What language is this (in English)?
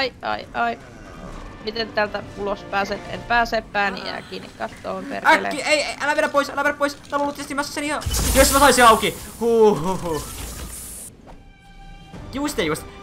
Finnish